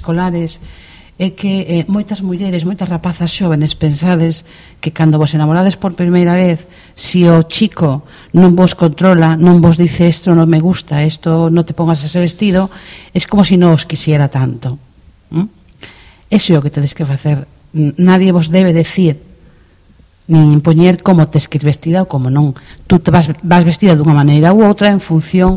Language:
Galician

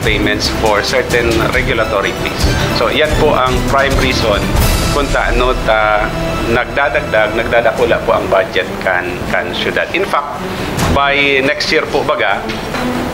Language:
Bikol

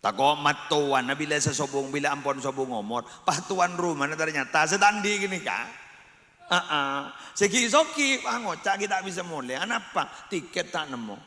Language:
Madurese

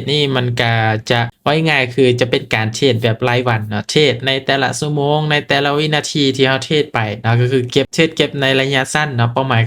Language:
Lao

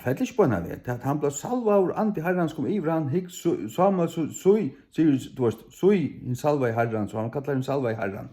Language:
Faroese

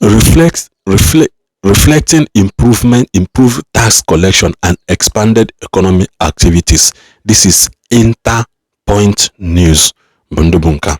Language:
Igbo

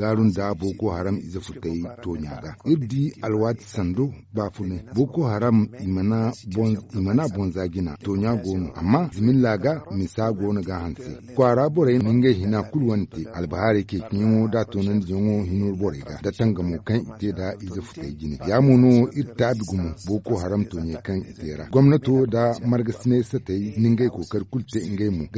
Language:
Zarma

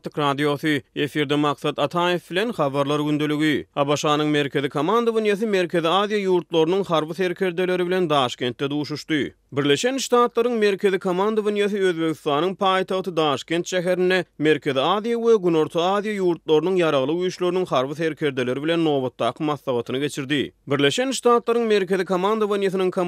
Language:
Turkmen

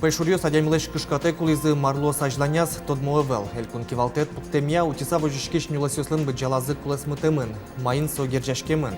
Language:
Udmurt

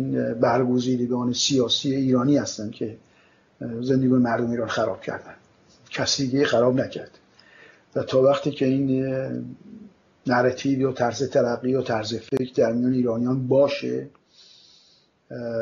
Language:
Persian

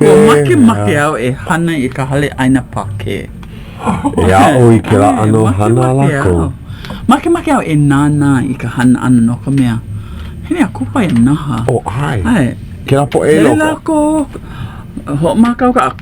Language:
Hawaiian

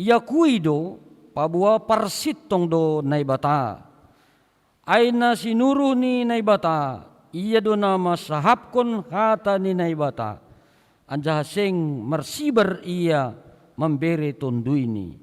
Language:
Batak Simalungun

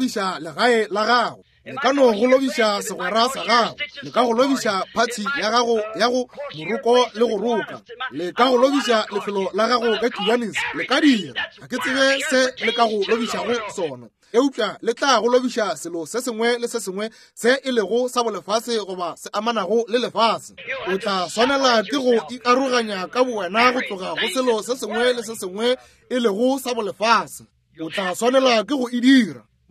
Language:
Northern Sotho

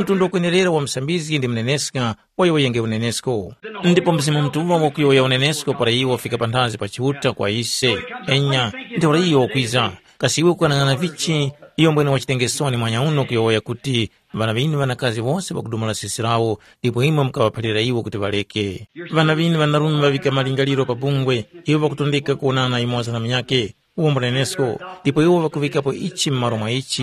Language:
Tumbuka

